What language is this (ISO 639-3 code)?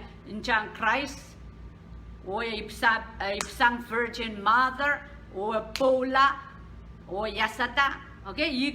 pon